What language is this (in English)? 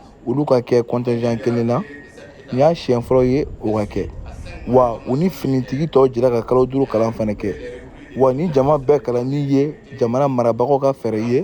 Bambara